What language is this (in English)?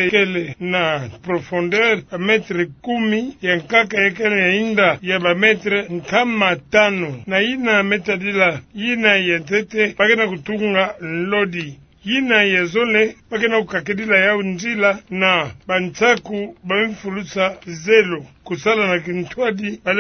Kituba (Democratic Republic of Congo)